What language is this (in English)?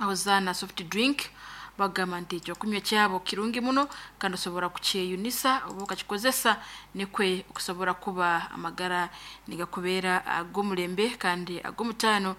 Nyoro